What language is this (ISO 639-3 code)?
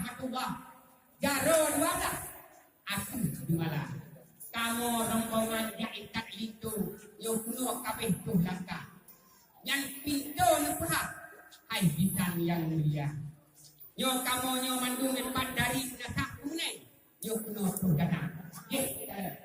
ace